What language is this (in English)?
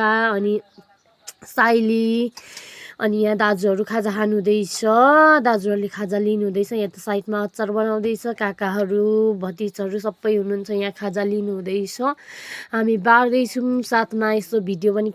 Nepali